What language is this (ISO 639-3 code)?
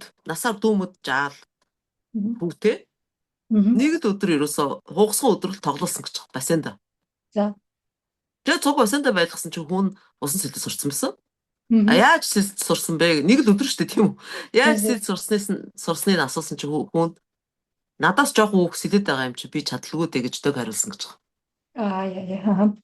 mon